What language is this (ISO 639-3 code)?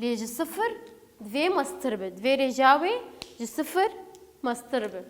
kur